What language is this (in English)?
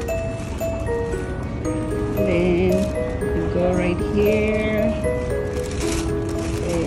English